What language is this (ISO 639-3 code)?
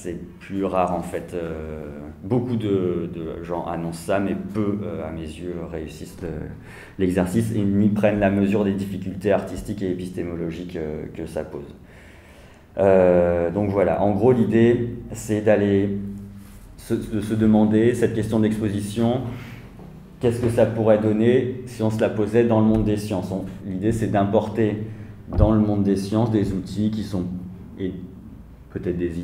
fra